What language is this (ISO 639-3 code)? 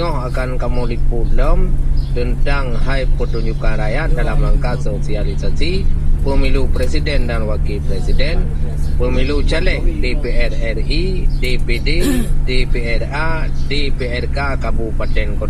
ace